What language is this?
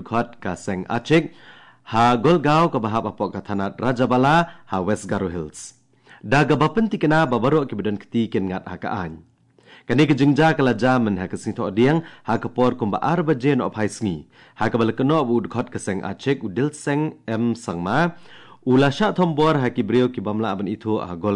Khasi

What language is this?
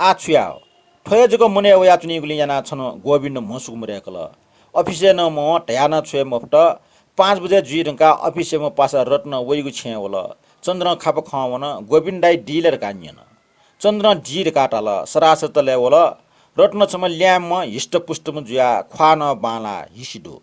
Newari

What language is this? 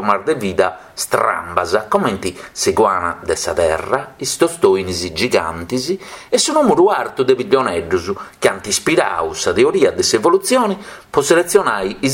Sardinian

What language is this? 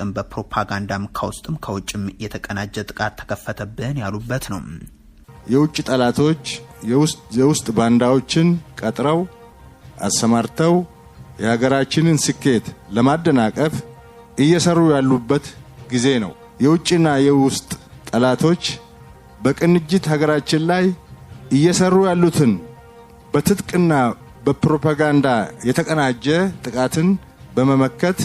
Amharic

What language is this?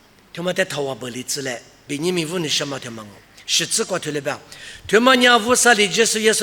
Lisu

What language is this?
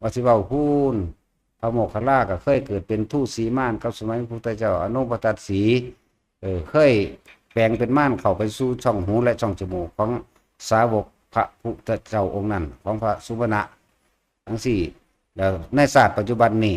Northeastern Thai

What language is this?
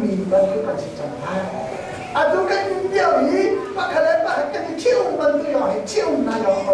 Hakha Chin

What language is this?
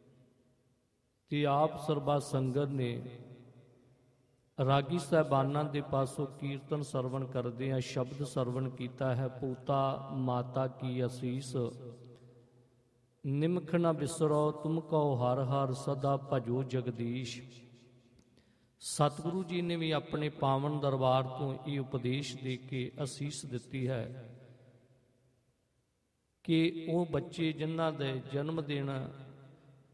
Punjabi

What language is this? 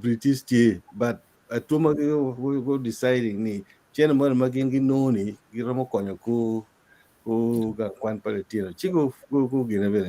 Acoli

